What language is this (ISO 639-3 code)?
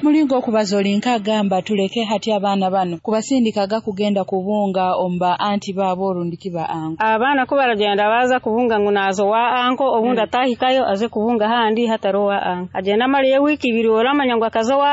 nyo